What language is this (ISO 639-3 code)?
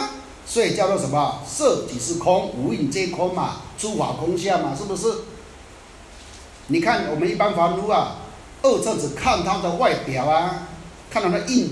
zho